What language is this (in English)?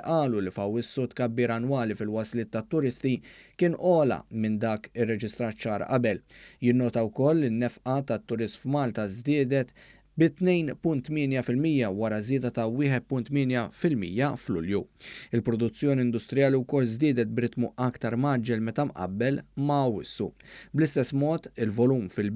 Maltese